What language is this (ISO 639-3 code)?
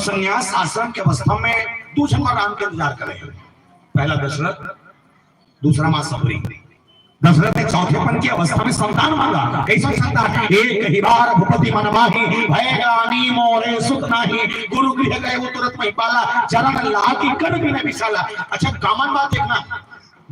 hne